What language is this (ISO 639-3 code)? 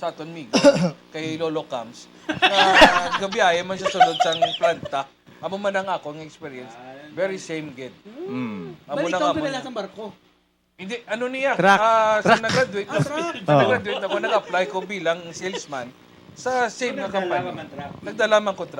hil